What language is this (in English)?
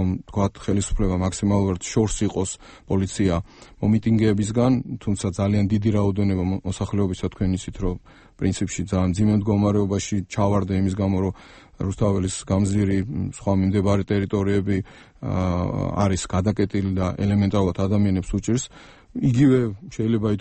Georgian